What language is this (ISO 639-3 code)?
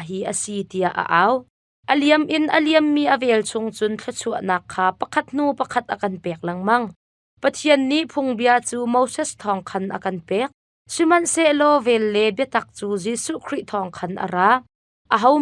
cnh